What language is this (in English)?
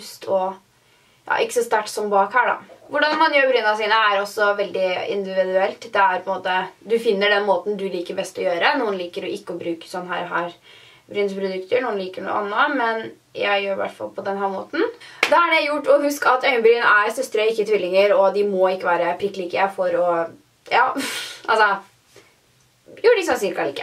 Norwegian